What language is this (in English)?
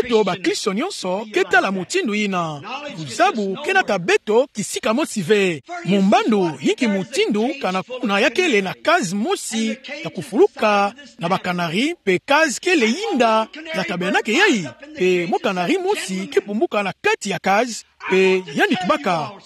Kituba (Democratic Republic of Congo)